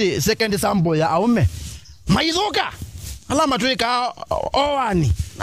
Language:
Kamba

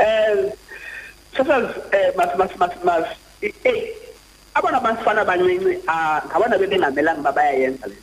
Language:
Xhosa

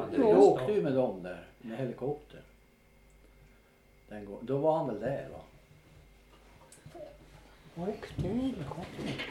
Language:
Swedish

